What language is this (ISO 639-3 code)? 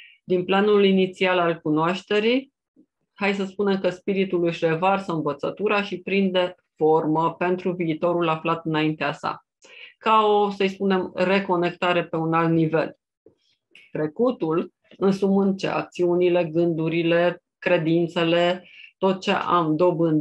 ron